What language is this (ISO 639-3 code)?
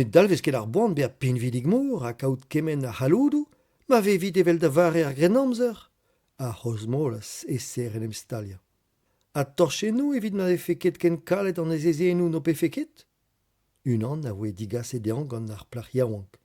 bre